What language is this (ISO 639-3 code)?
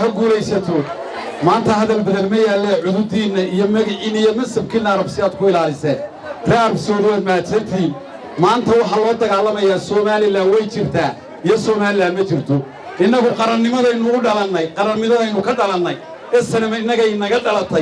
som